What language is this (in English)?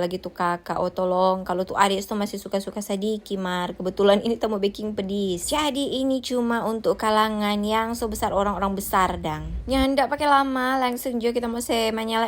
Manado Malay